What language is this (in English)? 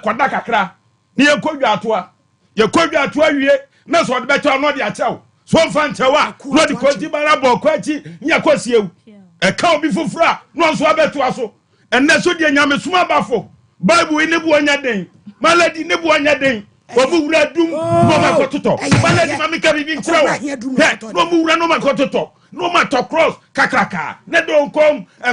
Akan